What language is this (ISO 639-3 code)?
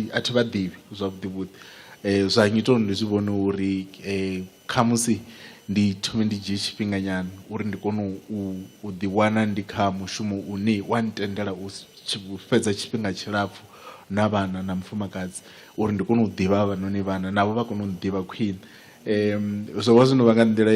ven